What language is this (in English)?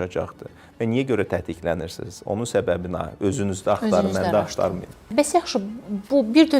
Azerbaijani